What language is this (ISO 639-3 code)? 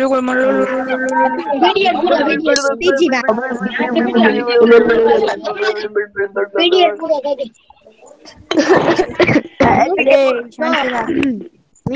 guj